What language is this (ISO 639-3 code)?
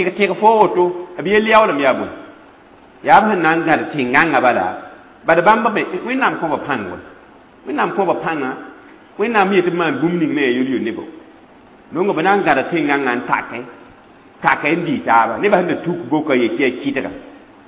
mos